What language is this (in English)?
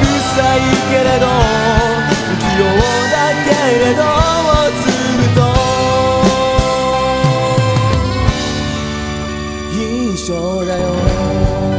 Japanese